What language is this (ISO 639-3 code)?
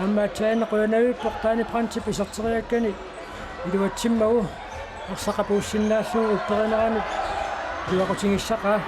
kal